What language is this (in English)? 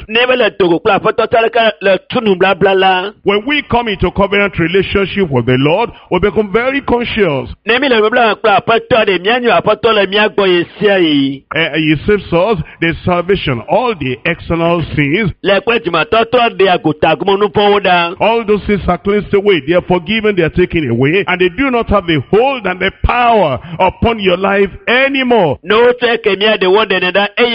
Ewe